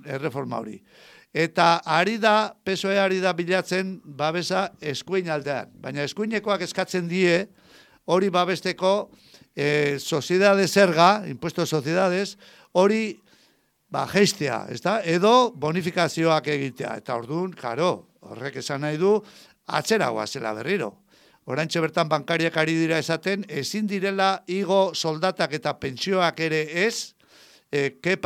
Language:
Basque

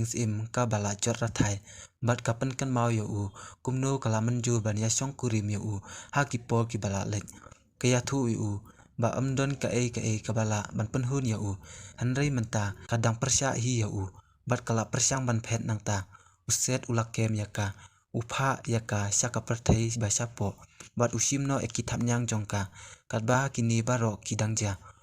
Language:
Khasi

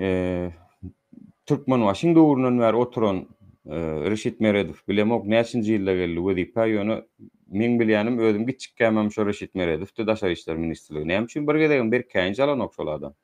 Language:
Turkmen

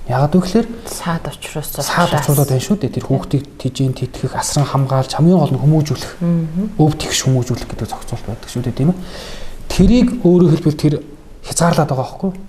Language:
Mongolian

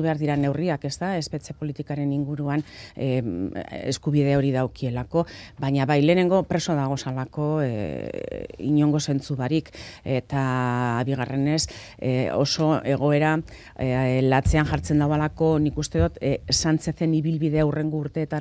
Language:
Basque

